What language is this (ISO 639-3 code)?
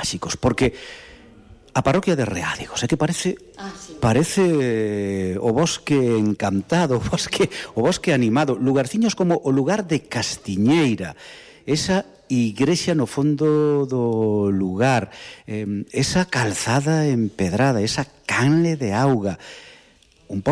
glg